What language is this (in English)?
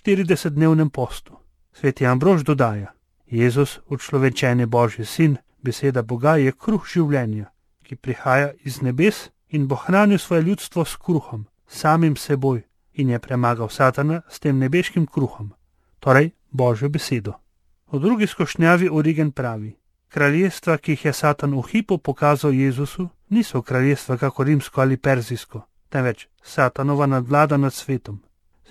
Slovenian